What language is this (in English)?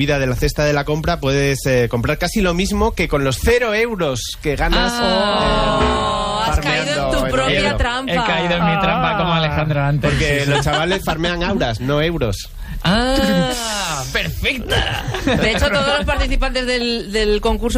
Spanish